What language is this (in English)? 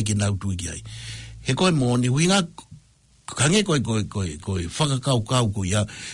Tongan